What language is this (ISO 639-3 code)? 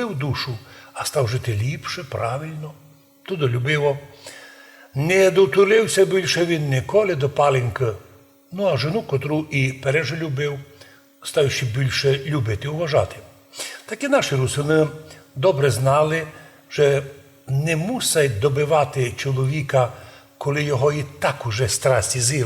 rue